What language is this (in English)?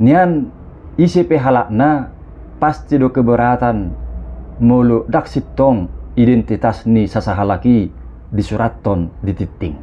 Batak Toba